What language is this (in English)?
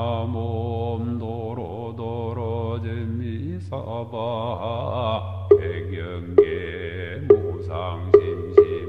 Korean